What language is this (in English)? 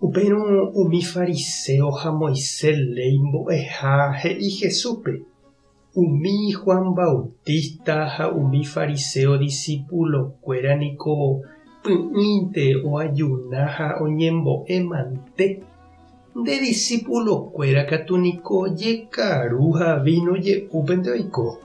Guarani